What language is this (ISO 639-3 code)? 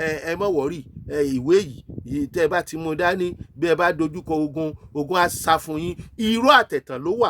yor